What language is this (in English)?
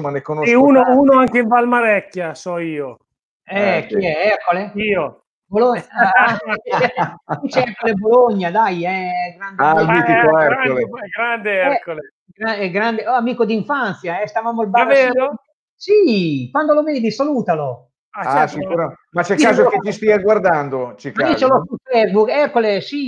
Italian